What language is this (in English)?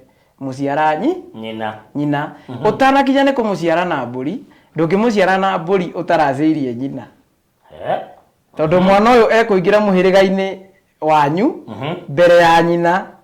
Kikuyu